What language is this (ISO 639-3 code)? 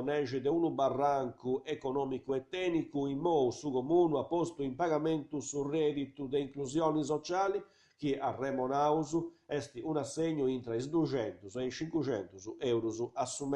srd